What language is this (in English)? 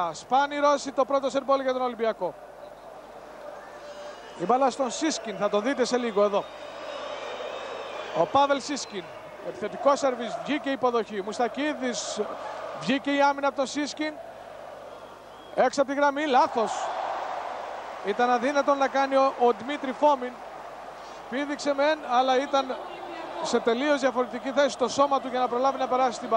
Greek